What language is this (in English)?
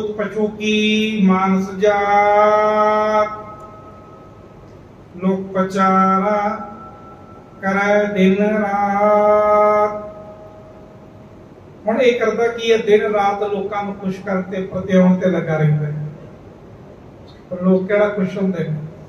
Punjabi